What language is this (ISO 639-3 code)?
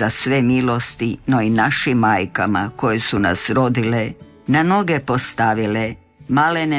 hrv